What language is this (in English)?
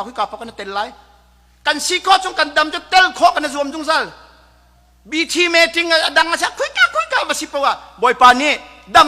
Hakha Chin